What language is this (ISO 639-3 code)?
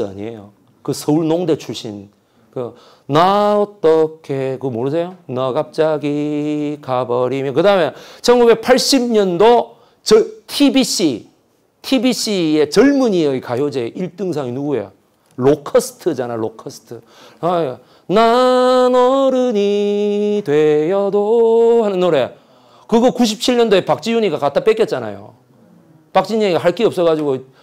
kor